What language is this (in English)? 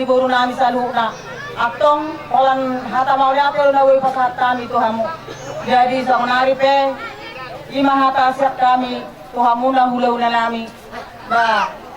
Batak Toba